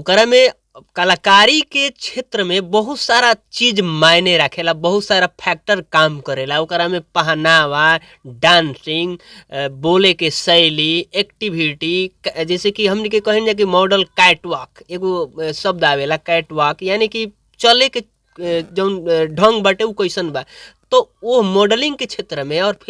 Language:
Bhojpuri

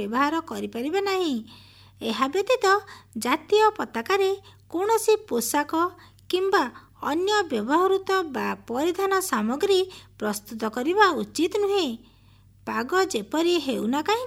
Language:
Odia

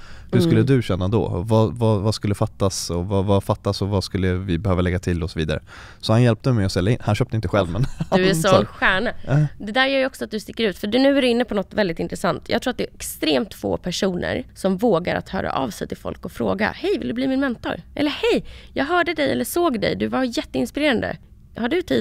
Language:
Swedish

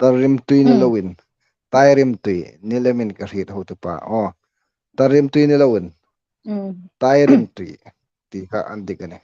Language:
Hmar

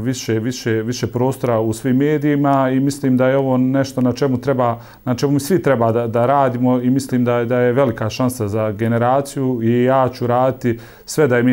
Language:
Croatian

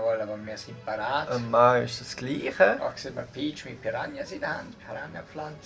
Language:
Swiss German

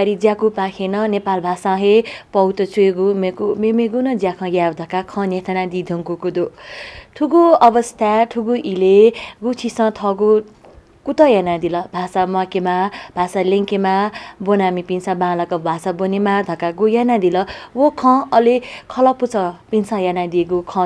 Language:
Newari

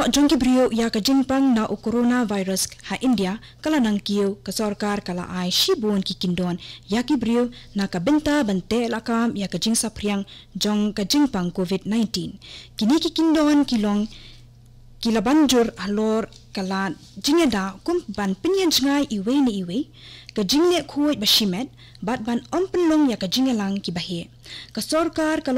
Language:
Khasi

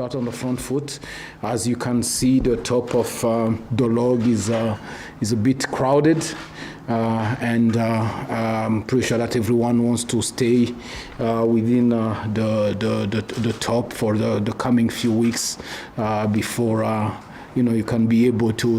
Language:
Southern Sotho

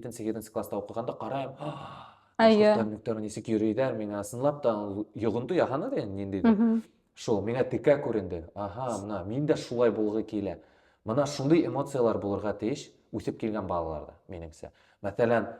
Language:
Bashkir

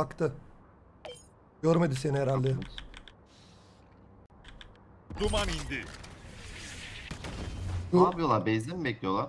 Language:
Turkish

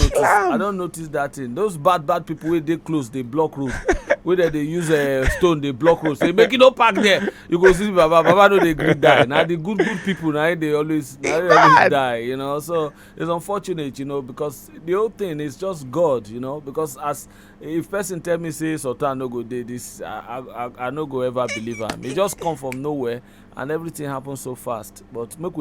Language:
Nigerian Pidgin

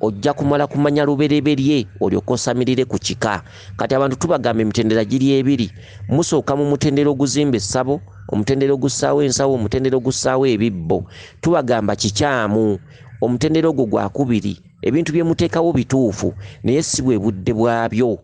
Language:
Ganda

